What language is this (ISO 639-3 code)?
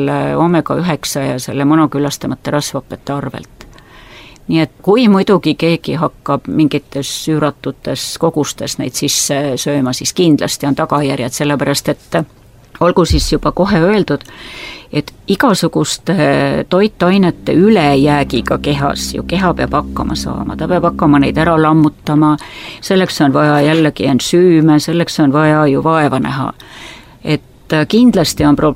est